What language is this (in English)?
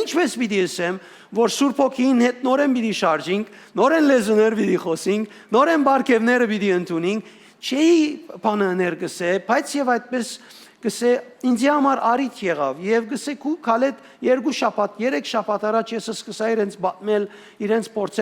Western Armenian